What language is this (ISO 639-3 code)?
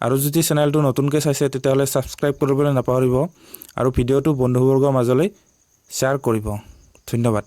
asm